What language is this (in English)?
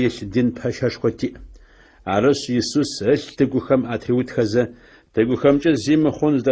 Adyghe